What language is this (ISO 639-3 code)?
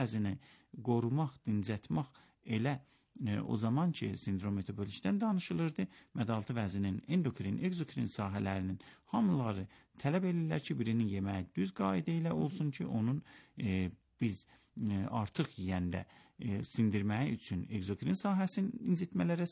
aze